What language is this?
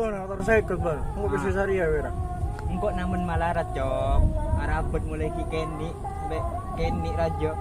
Madurese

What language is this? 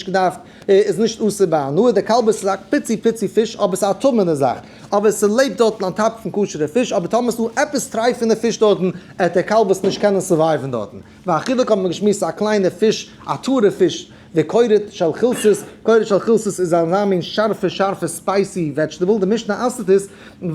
Yiddish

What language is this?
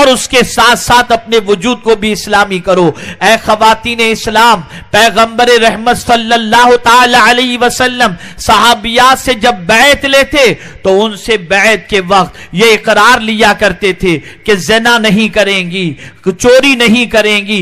Urdu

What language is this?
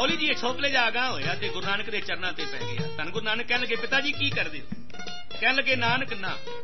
Punjabi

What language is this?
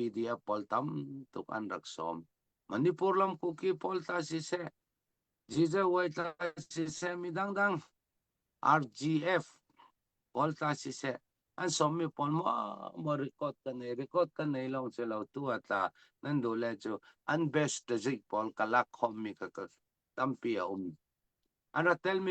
Falam Chin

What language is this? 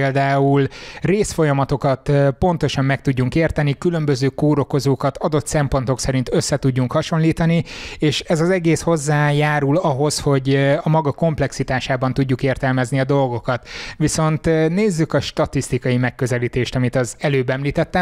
Hungarian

